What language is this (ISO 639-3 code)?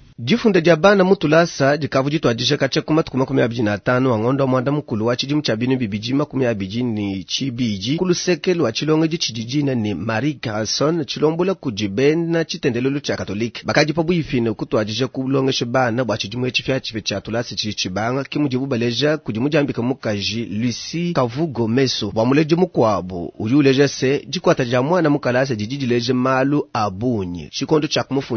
lua